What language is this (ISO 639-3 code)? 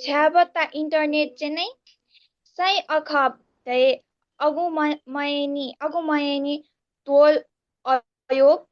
nep